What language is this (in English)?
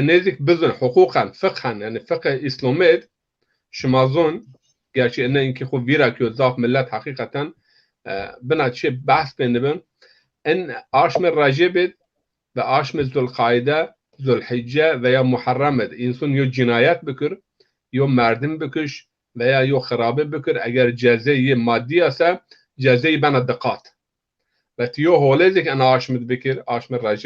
Zaza